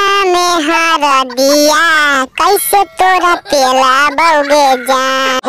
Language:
Magahi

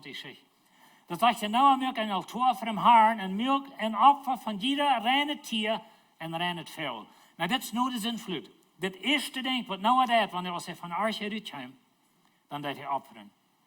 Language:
Plautdietsch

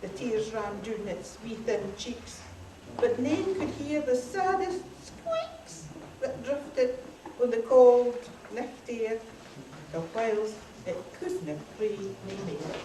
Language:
Scots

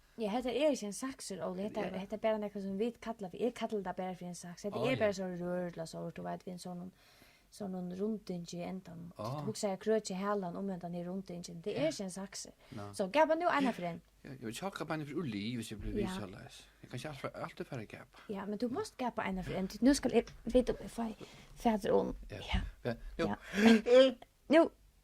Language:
Faroese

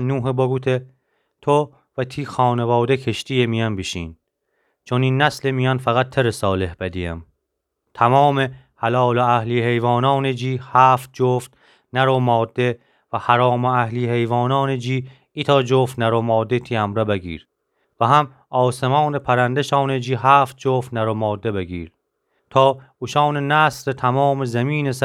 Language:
Gilaki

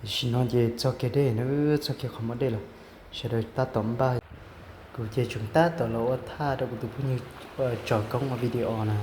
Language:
Hmong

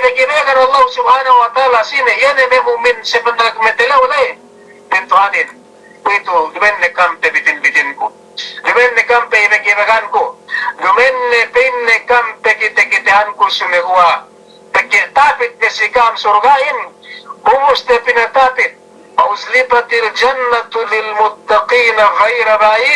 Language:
Yakan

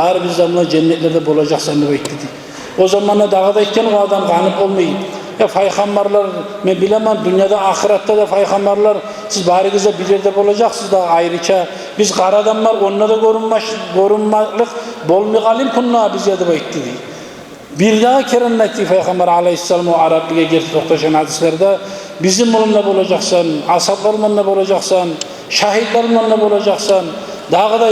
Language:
Kumyk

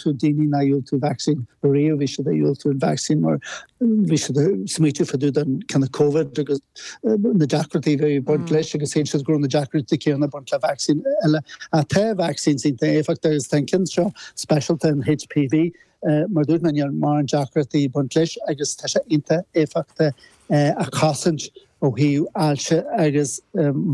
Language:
Irish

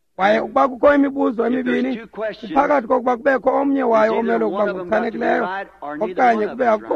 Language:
Xhosa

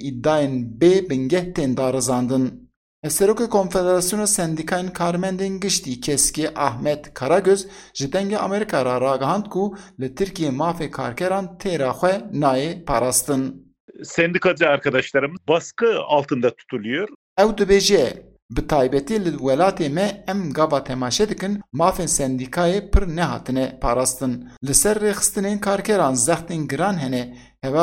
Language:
Kurdish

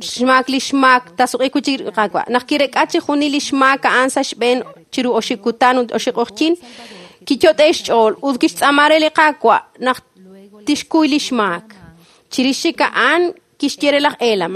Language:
Kekchí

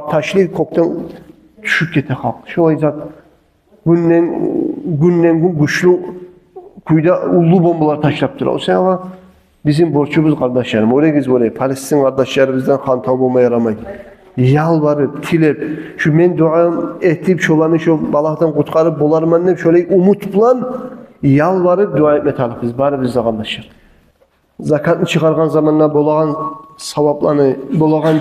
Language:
Kumyk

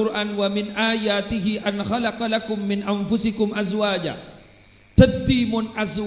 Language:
Madurese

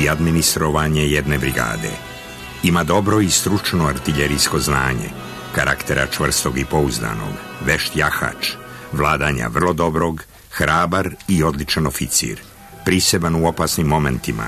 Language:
Serbian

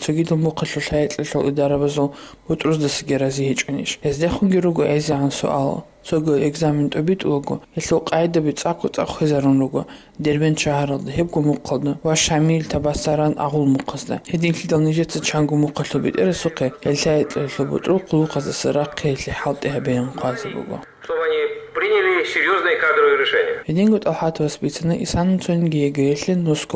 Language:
Avaric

